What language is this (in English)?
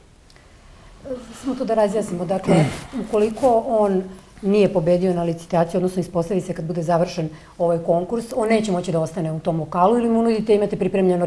Serbian